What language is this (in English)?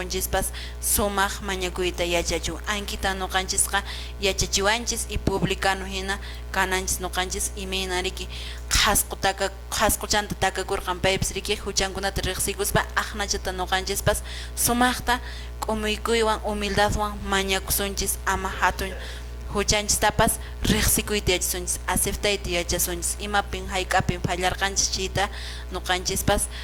Quechua